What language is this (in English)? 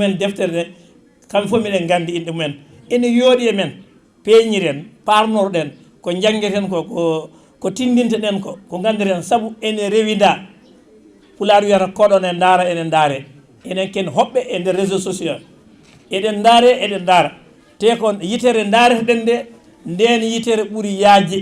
Fula